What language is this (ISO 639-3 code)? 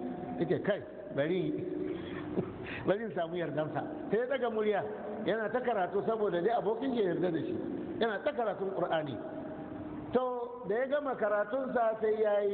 hau